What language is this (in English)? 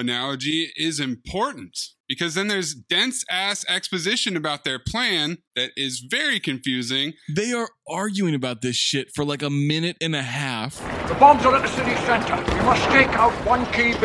English